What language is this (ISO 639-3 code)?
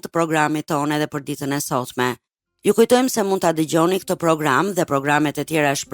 sqi